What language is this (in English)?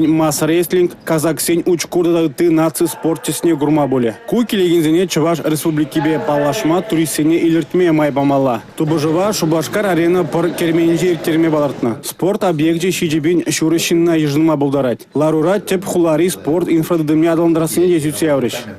Chuvash